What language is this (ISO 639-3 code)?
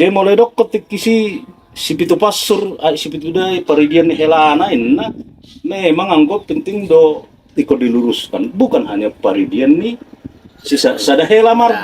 bbc